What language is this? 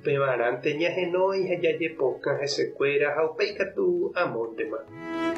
Guarani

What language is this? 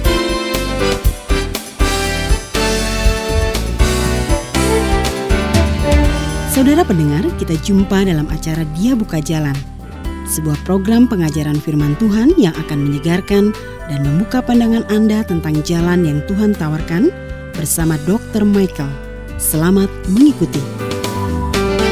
Indonesian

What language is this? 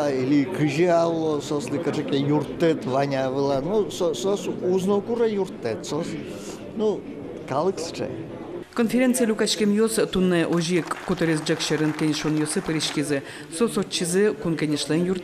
Udmurt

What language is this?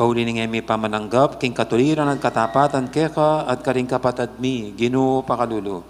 Pampanga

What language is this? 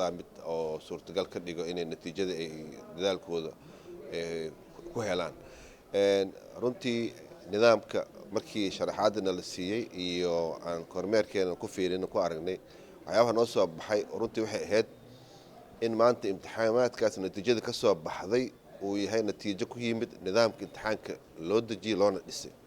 Somali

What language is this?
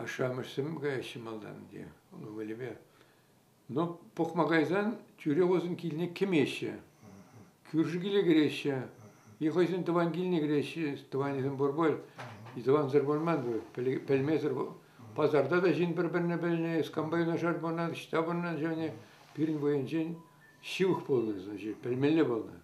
Chuvash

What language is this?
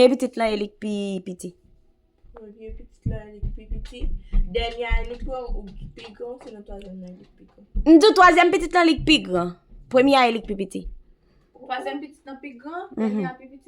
Haitian Creole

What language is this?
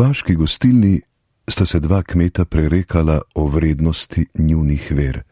Slovenian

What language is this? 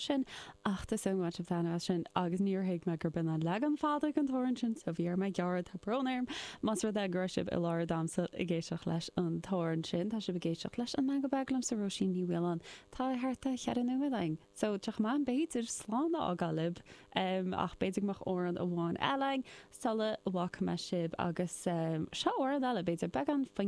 Irish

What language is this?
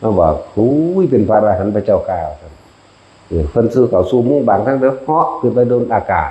Northeastern Thai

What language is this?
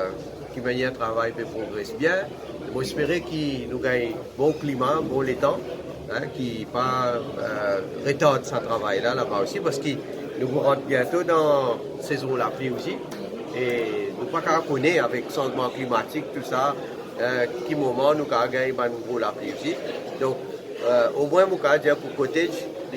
Morisyen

